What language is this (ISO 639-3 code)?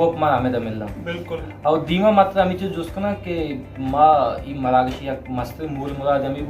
bal